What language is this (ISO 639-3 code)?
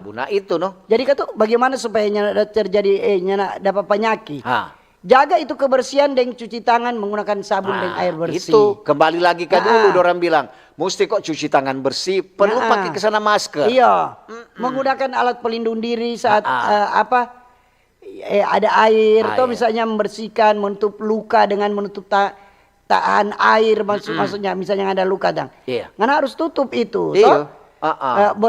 xmm